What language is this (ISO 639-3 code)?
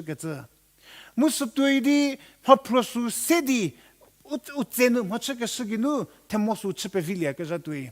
njm